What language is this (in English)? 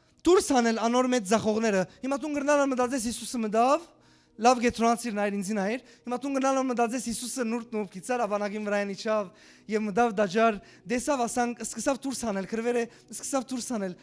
Western Armenian